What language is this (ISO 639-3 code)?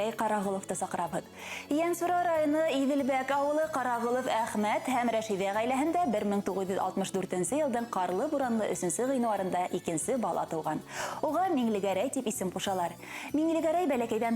bak